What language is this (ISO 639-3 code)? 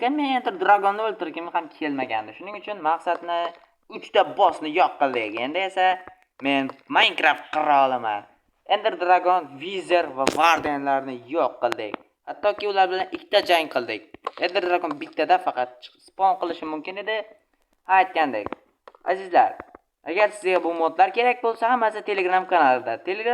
uzb